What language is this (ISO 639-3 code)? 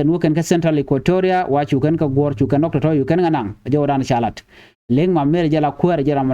nus